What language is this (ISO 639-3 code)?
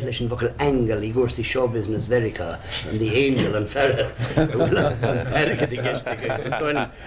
gle